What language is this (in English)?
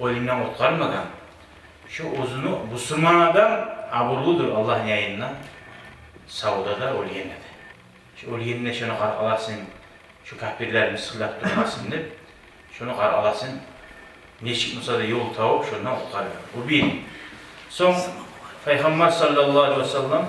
Kumyk